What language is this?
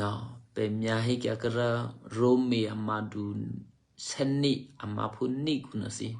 Eastern Kayah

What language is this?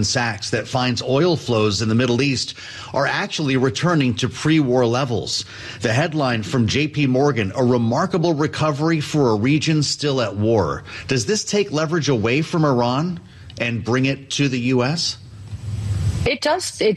English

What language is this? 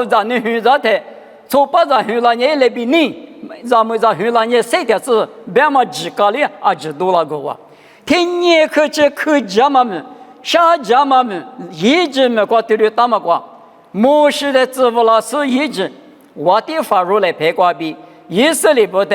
Lisu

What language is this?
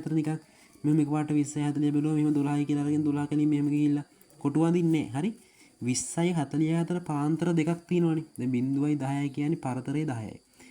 Sinhala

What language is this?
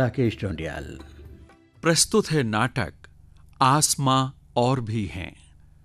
Hindi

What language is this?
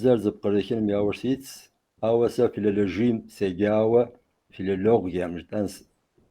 Kabardian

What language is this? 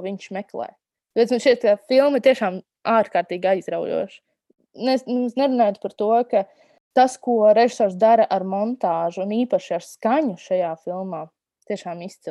Latvian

